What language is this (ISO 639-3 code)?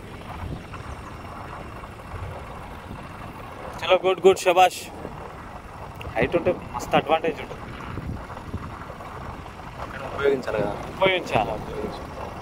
tel